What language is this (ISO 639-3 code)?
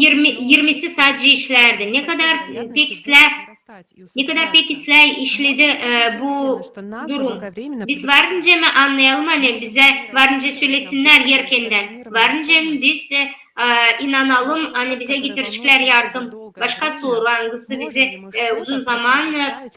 gag